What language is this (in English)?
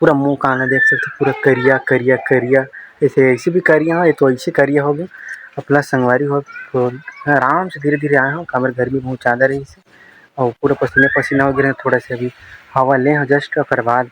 Chhattisgarhi